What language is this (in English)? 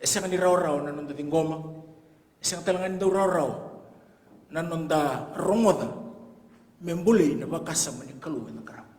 Fijian